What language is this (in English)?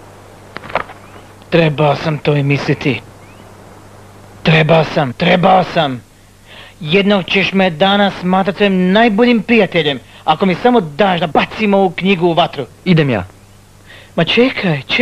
Croatian